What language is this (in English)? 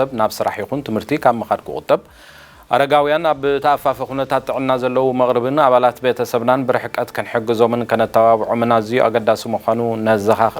Tigrinya